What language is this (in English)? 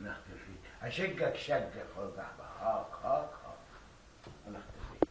Egyptian Arabic